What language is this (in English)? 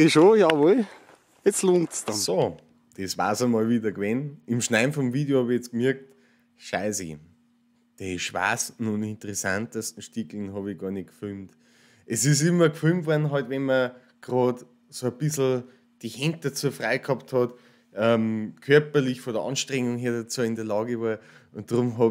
Bavarian